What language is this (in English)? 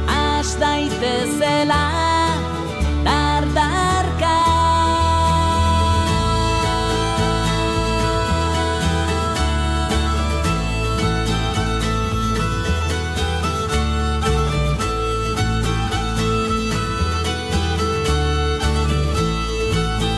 Basque